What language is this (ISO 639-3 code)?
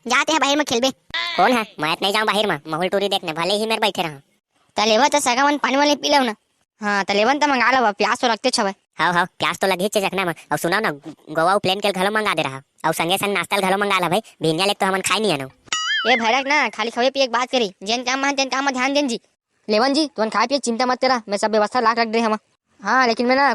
hne